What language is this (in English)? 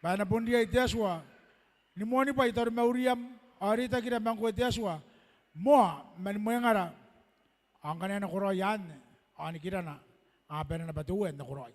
Gilbertese